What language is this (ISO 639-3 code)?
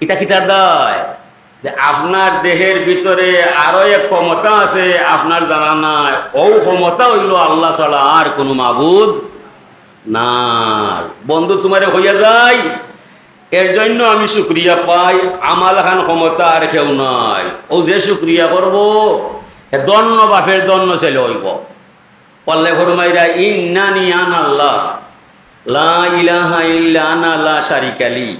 syl